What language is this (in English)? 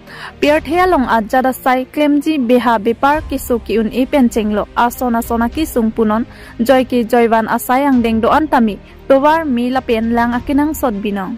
Karbi